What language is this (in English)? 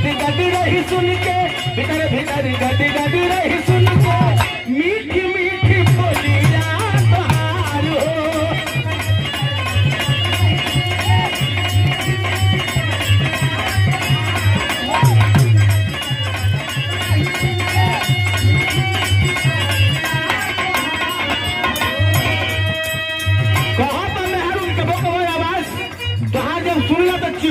Bhojpuri